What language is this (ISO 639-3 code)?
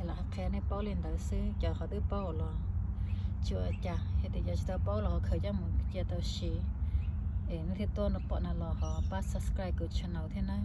hmn